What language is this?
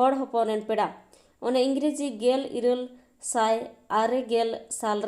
Santali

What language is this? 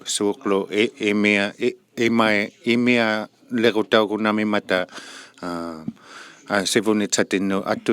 Inuktitut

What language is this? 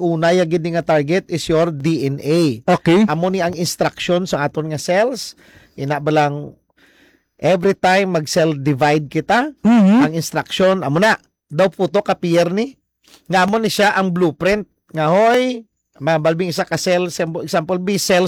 Hiligaynon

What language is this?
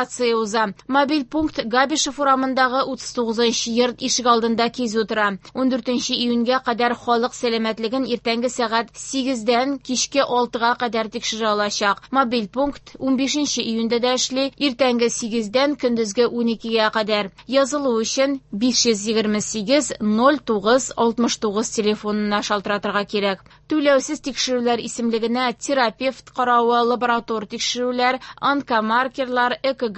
Tatar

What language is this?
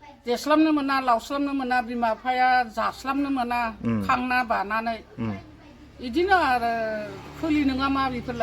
Bodo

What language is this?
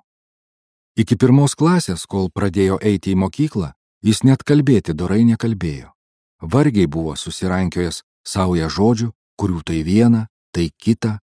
Lithuanian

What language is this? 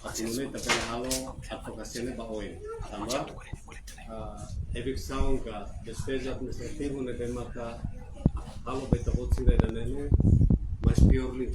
Tetum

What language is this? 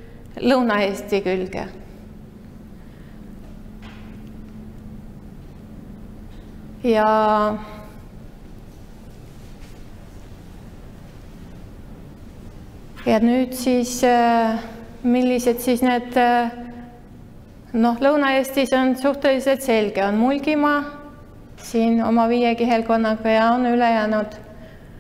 Estonian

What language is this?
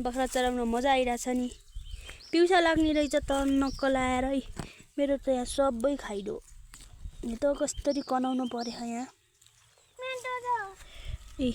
Nepali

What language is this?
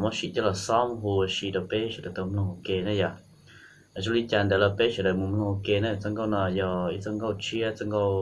Hmong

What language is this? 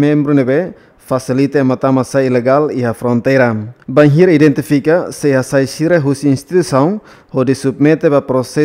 Tetum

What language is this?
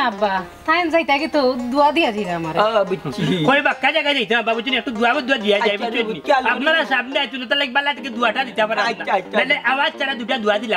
Sylheti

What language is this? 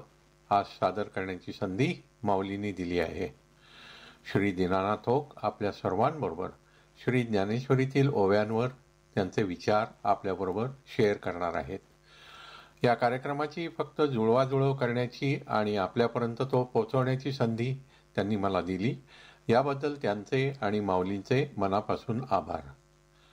Marathi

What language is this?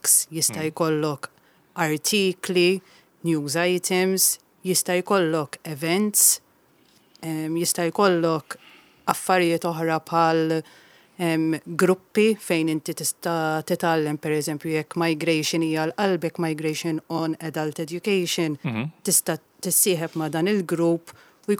Maltese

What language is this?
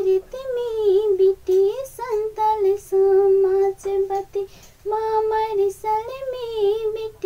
Santali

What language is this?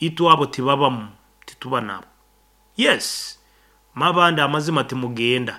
Nyankole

